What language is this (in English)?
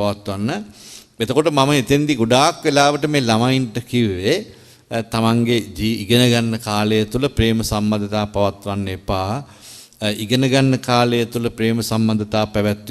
Sinhala